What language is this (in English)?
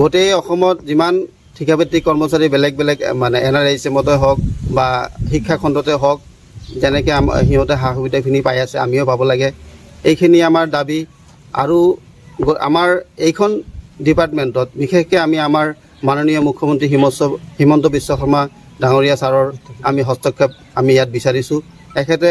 Assamese